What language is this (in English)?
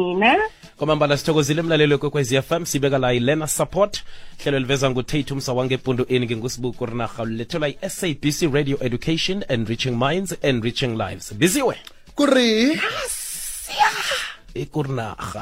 South Ndebele